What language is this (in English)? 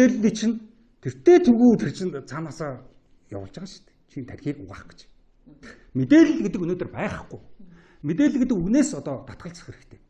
Mongolian